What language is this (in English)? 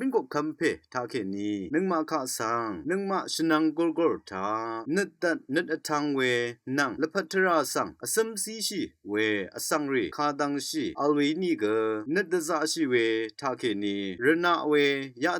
Rawang